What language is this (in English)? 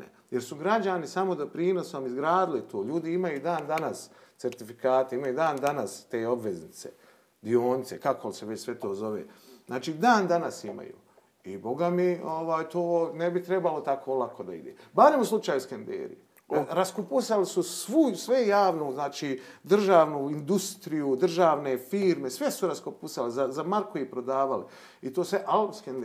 Bosnian